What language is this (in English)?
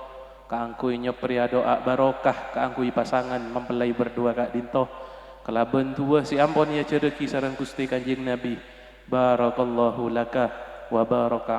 Madurese